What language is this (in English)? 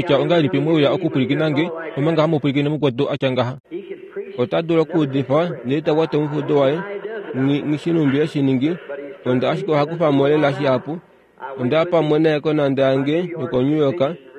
Kuanyama